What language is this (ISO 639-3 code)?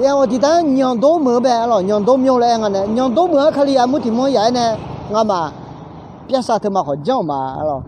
ahk